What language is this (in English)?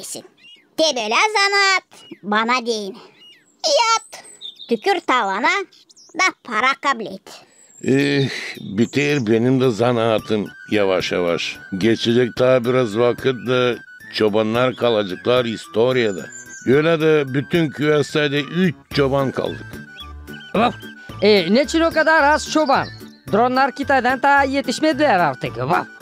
Gagauz